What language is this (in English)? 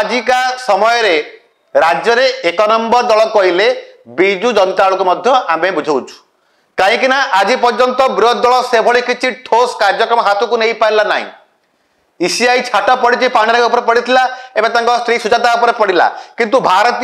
Odia